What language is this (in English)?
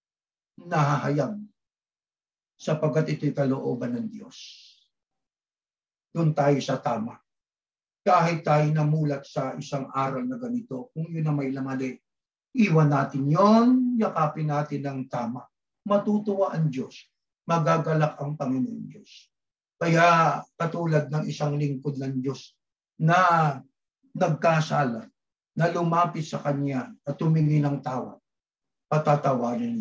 Filipino